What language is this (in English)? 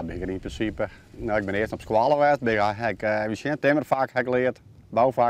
Western Frisian